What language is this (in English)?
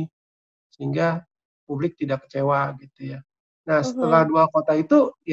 Indonesian